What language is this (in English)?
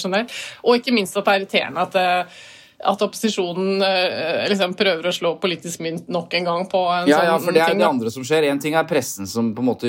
Norwegian